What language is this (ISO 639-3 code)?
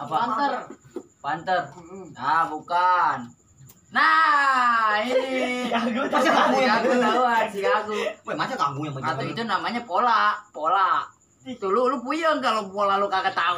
bew